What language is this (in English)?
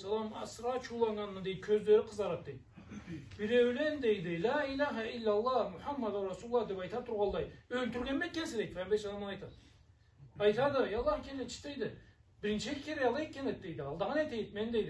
Karachay-Balkar